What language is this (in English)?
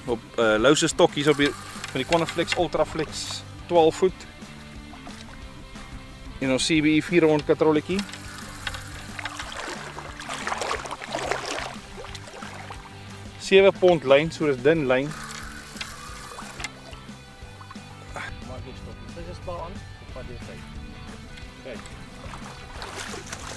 Afrikaans